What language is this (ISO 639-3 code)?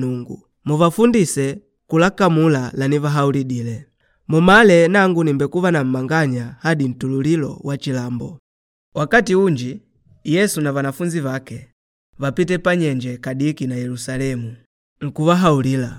kde